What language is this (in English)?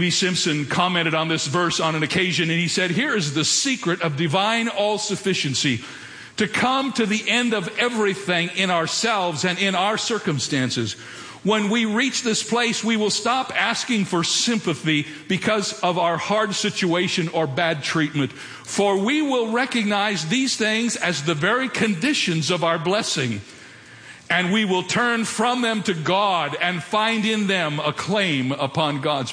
English